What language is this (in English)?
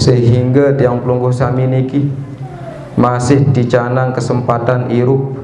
Sasak